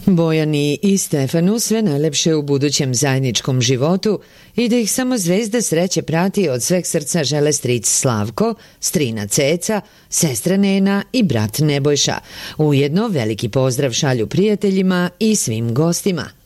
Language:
Serbian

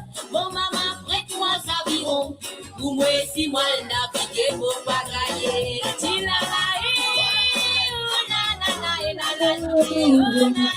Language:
Morisyen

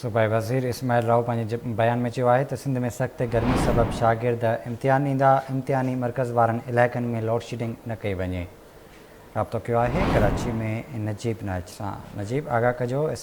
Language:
Sindhi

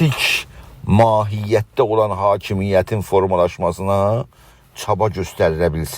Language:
South Azerbaijani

